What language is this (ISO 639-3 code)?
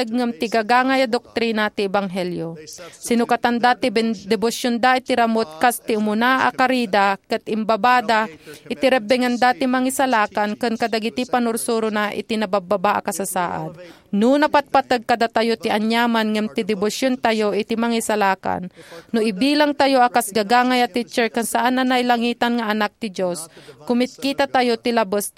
ilo